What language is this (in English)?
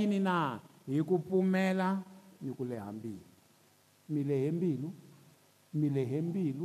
Tsonga